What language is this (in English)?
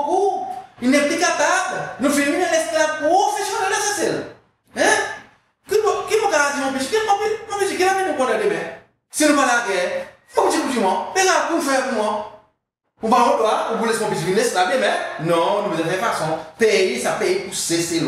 Seselwa Creole French